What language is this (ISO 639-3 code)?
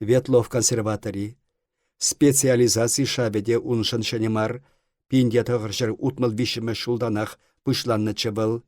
chv